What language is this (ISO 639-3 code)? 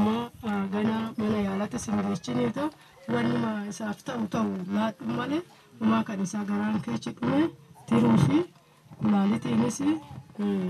orm